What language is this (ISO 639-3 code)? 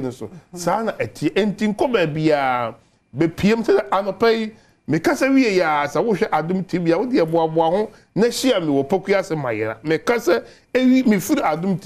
aka